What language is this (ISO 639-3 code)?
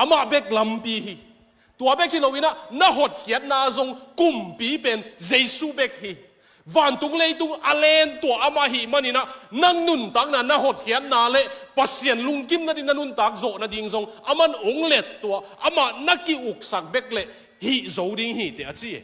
ctd